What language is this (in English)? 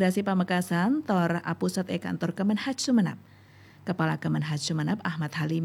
Madurese